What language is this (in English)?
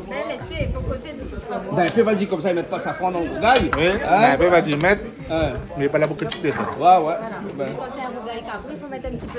Réunion Creole French